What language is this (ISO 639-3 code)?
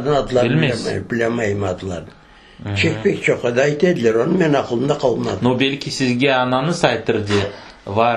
crh